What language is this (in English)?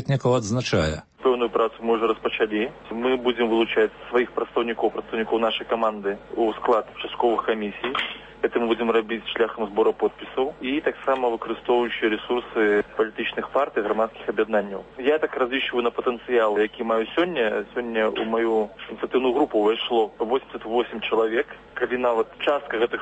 Belarusian